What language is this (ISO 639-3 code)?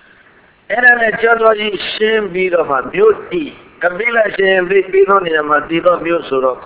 mya